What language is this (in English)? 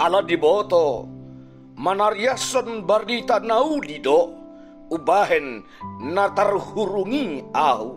Batak Toba